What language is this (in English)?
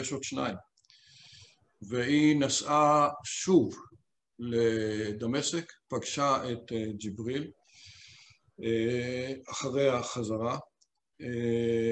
Hebrew